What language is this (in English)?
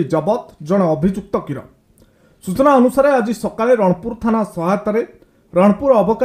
Odia